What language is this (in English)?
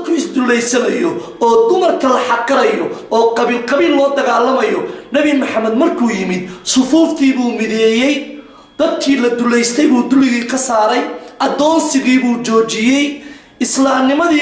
Somali